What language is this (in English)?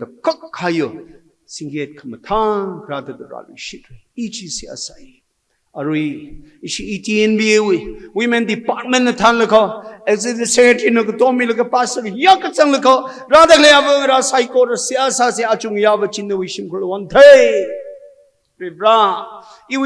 Tangkhul Naga (India)